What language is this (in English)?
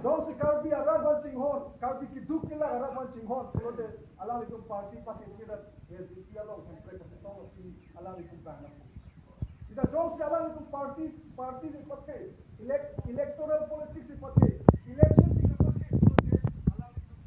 Karbi